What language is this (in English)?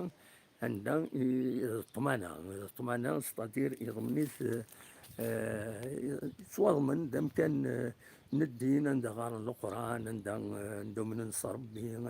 Kabyle